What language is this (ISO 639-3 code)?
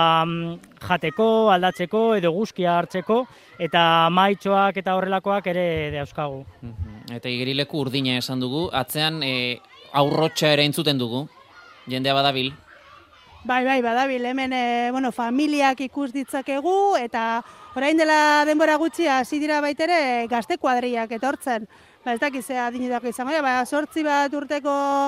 eus